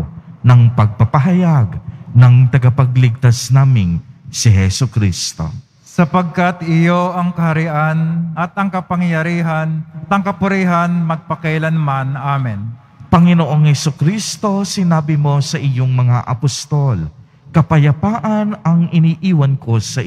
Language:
Filipino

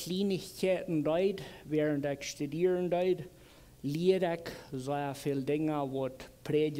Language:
Plautdietsch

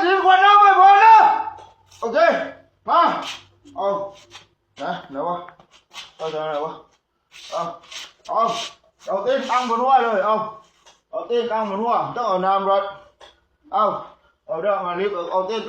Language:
Lao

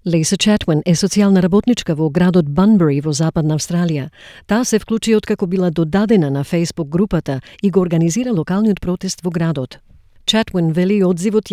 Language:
Macedonian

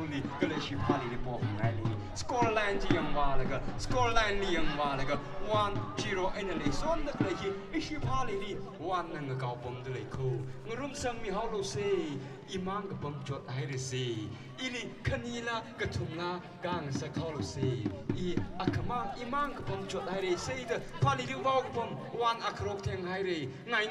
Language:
Tangkhul Naga (India)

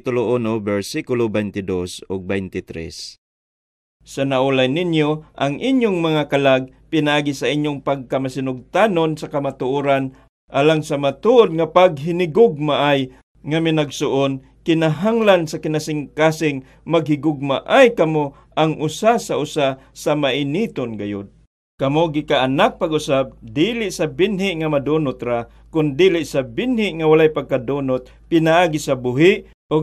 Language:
Cebuano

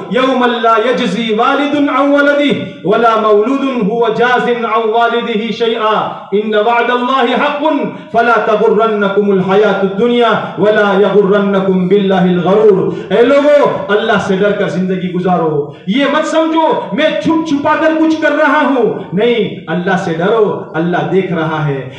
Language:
Urdu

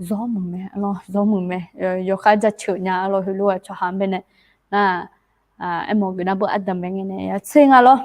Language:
Akha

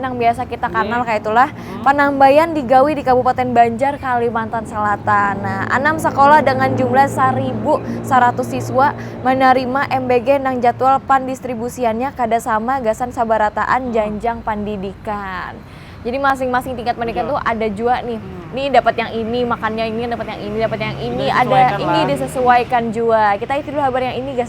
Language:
Banjar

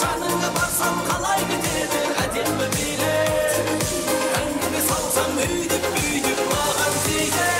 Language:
Kara-Kalpak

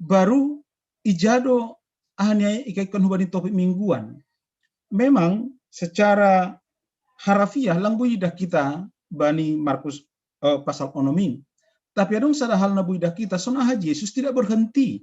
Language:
Batak Simalungun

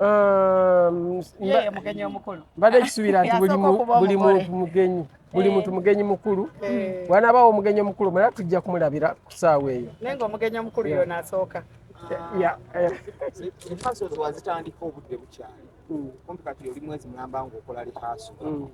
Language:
Ganda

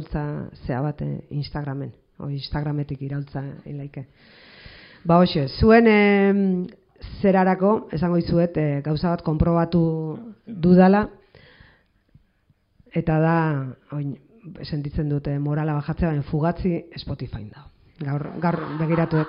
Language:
Basque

